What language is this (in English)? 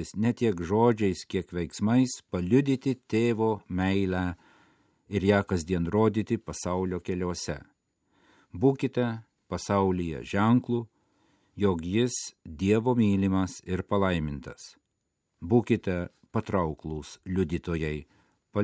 Lithuanian